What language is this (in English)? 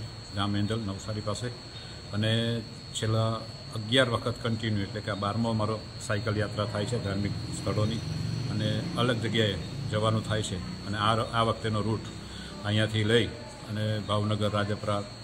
Gujarati